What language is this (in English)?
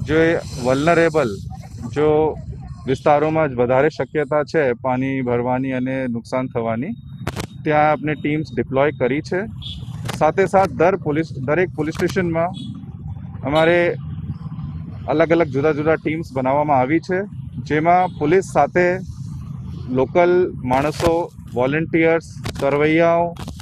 Gujarati